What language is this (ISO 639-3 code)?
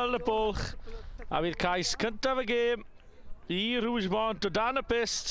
cym